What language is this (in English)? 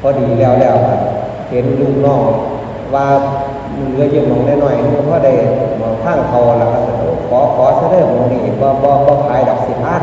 Northeastern Thai